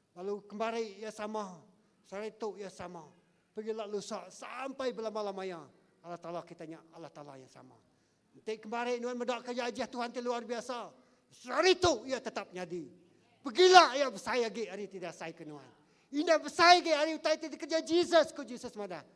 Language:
Iban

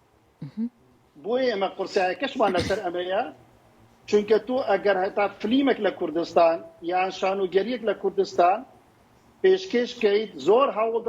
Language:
Central Kurdish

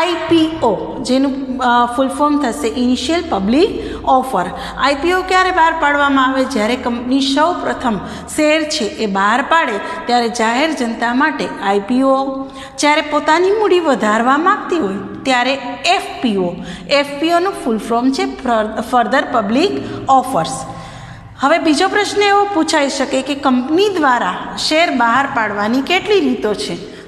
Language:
Gujarati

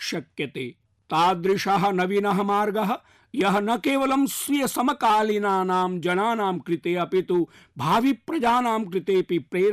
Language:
Sanskrit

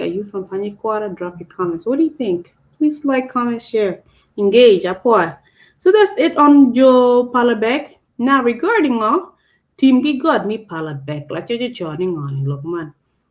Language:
Acoli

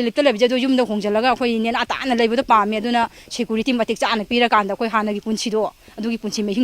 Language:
Manipuri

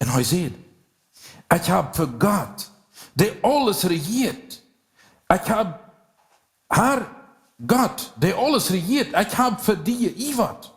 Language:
Plautdietsch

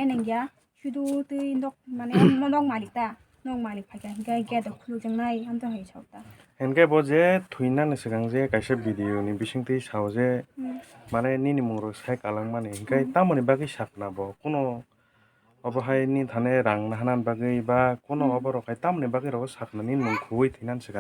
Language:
Kok Borok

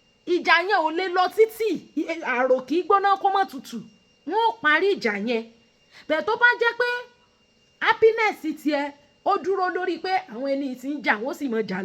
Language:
Yoruba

